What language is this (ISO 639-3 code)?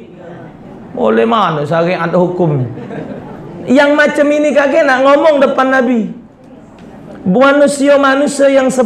msa